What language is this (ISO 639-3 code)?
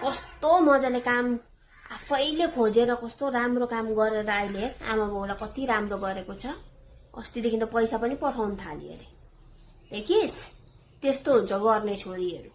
nep